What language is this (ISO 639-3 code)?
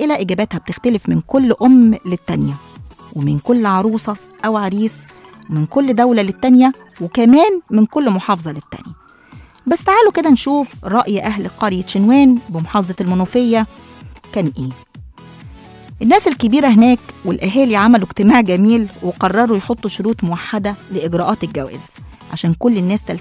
arz